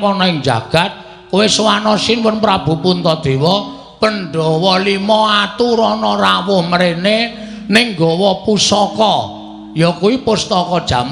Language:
Javanese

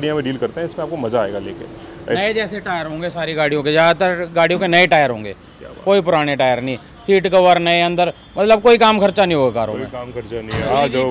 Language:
Hindi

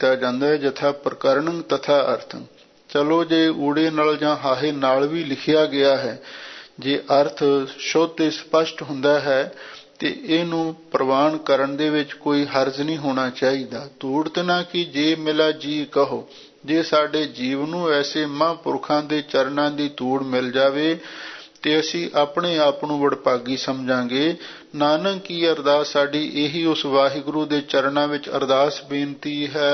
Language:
Punjabi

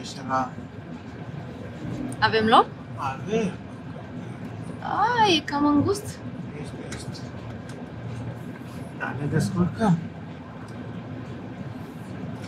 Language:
Romanian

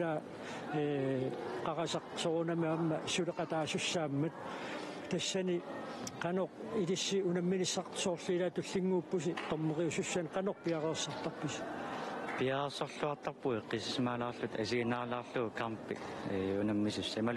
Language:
Kalaallisut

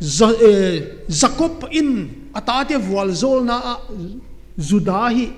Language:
Paite Chin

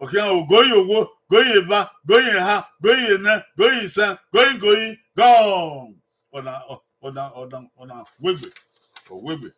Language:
Bini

